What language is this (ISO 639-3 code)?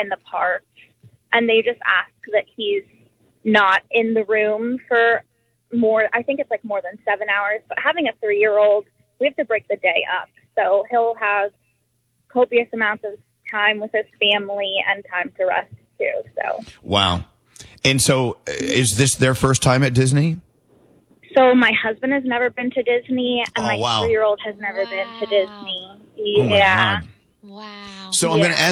eng